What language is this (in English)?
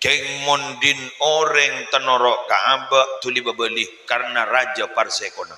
Madurese